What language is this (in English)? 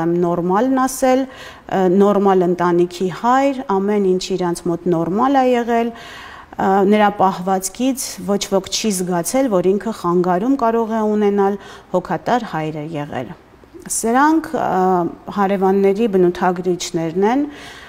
Armenian